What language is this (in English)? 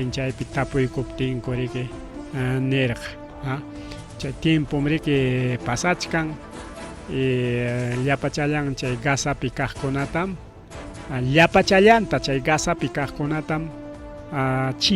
Ayacucho Quechua